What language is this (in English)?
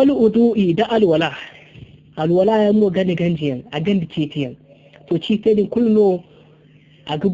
Zarma